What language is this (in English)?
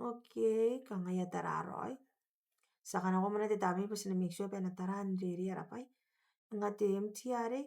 Gilbertese